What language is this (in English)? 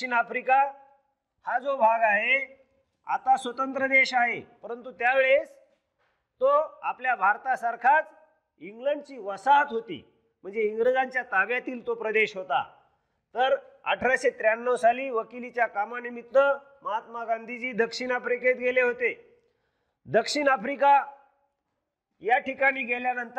Marathi